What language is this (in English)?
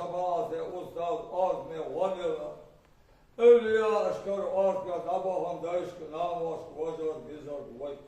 Ingush